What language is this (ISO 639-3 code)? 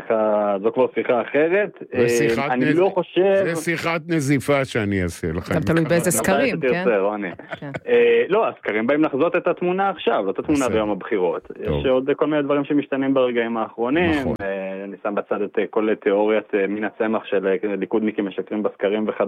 heb